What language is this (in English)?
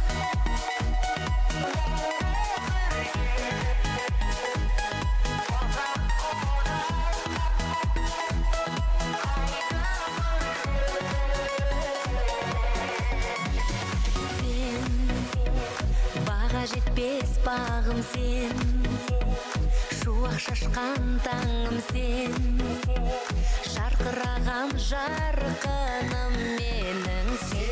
Kazakh